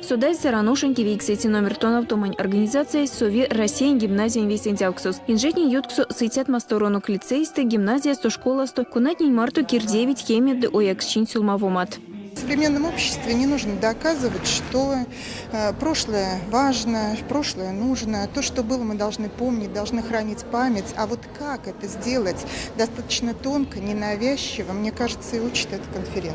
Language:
Erzya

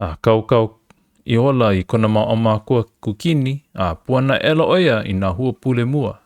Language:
Hawaiian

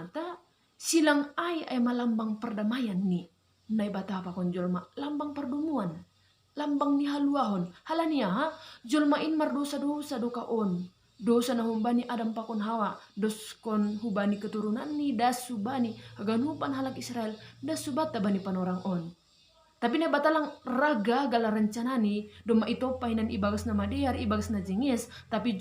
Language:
Batak Simalungun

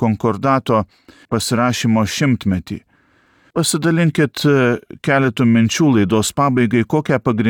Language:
Lithuanian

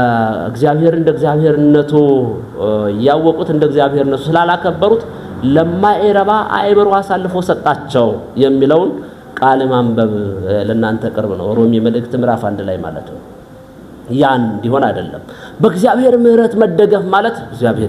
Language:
Amharic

